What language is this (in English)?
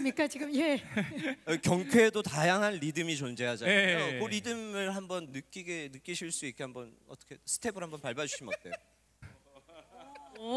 Korean